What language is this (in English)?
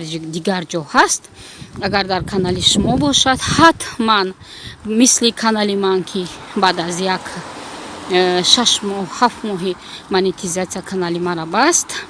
Tajik